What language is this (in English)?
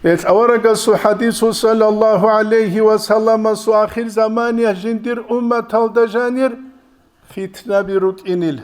Avaric